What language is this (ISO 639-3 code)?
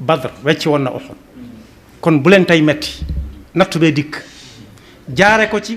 wol